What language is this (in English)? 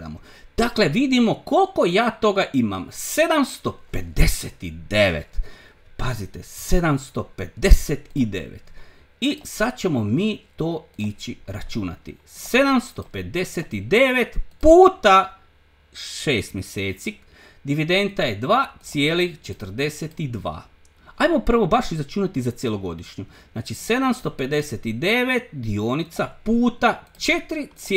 Croatian